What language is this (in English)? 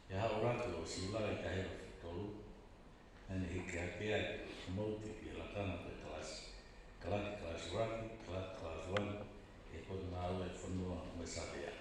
Tongan